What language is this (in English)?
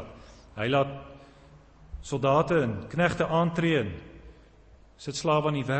Afrikaans